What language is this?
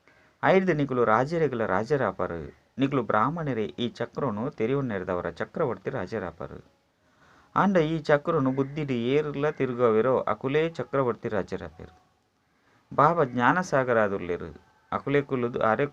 Tulu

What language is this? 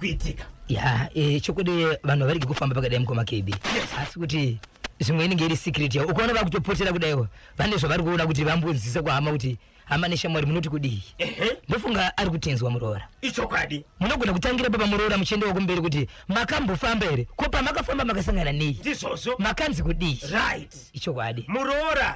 Shona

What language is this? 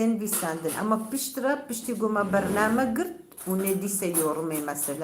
Kurdish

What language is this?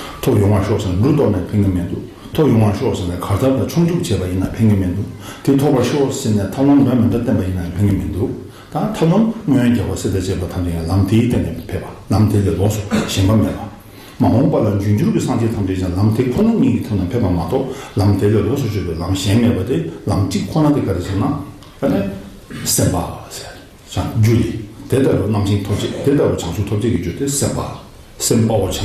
Tibetan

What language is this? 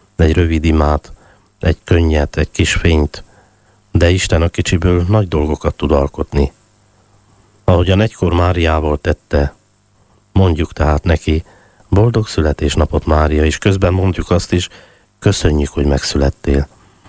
Hungarian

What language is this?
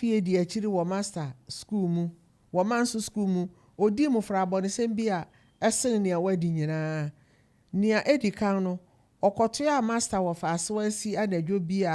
Akan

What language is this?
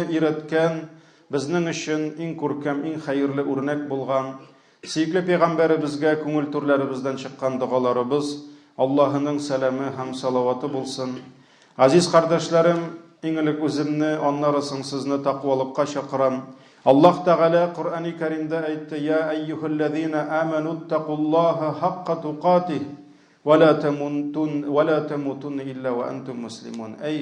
Tatar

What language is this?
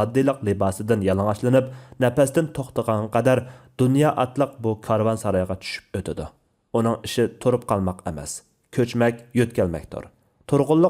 Uyghur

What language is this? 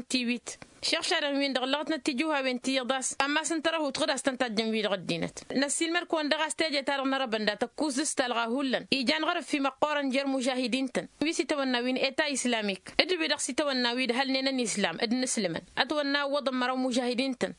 Tamasheq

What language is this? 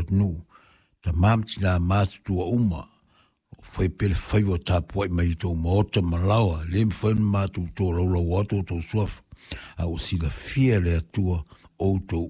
Samoan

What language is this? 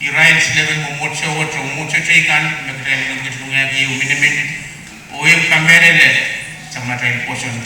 Pohnpeian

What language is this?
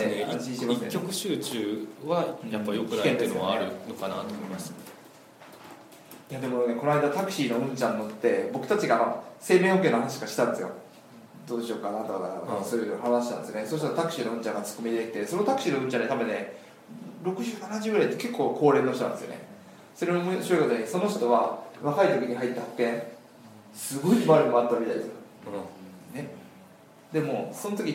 Japanese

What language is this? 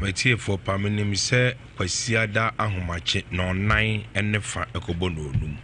Akan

